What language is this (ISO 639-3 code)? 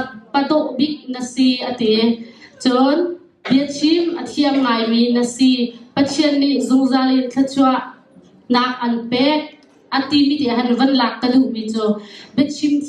cnh